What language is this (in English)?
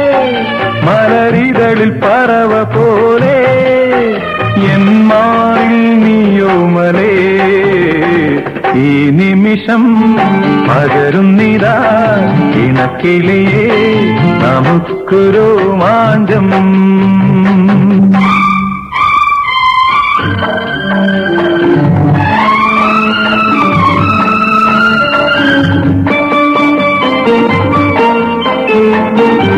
Malayalam